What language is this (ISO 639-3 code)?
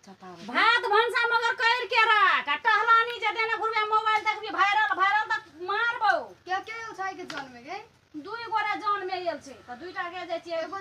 mai